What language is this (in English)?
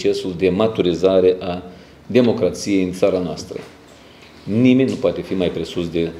Romanian